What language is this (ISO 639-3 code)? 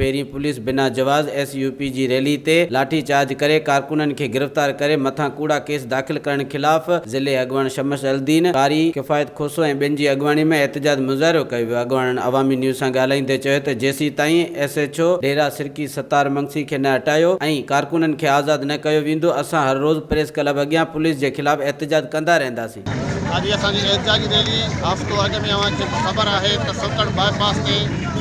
snd